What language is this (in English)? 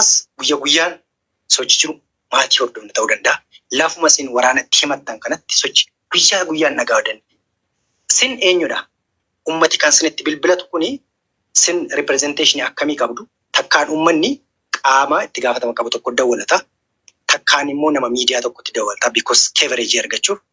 Oromo